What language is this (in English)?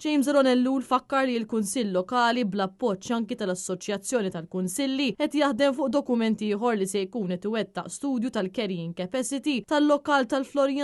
Maltese